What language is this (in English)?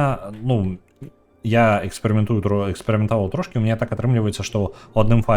Belarusian